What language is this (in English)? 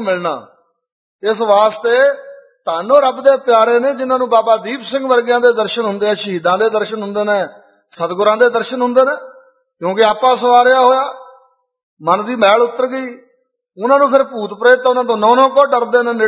Punjabi